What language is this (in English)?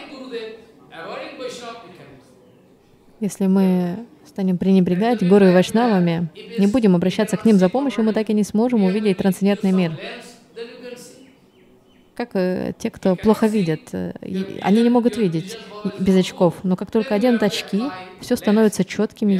Russian